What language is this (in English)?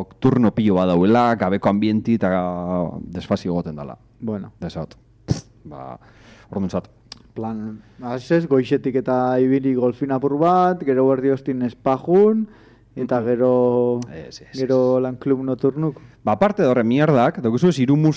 Basque